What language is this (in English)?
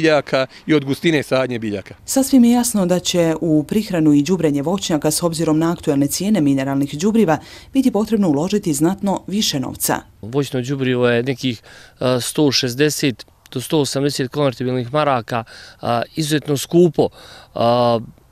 Bosnian